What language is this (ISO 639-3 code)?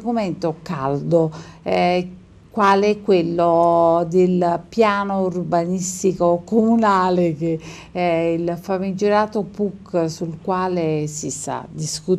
ita